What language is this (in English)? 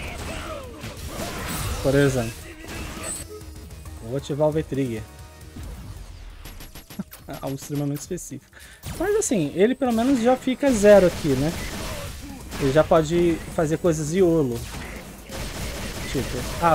Portuguese